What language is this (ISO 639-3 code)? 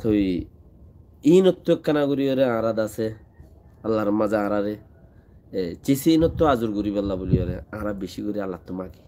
rhg